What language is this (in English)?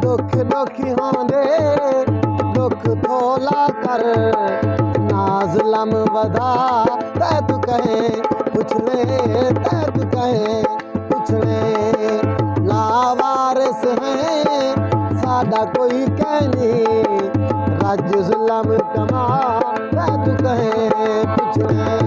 Saraiki